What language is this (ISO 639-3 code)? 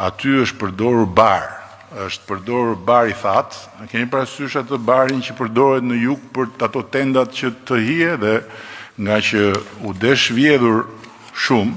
sqi